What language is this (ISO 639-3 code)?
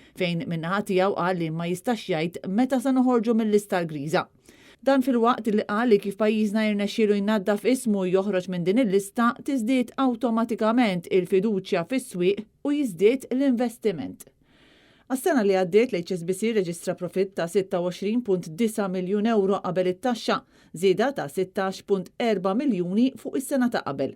mlt